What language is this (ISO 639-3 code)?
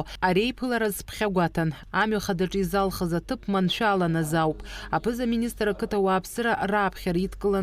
abk